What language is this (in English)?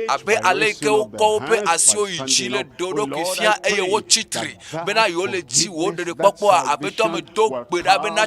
Ewe